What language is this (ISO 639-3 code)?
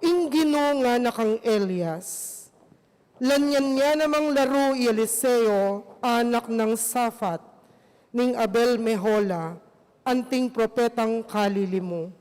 pam